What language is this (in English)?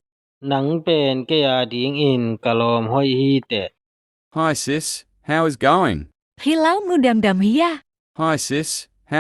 Tedim Chin